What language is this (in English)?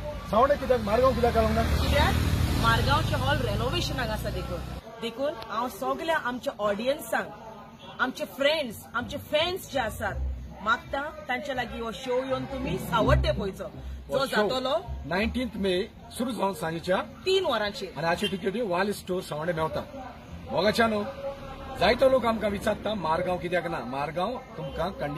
Konkani